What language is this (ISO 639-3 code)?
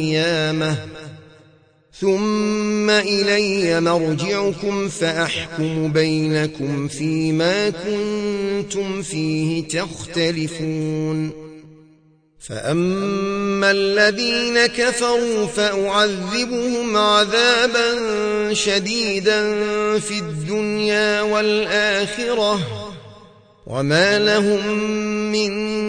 ara